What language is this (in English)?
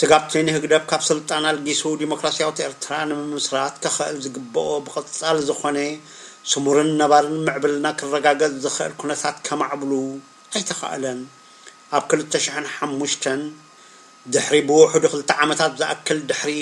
Tigrinya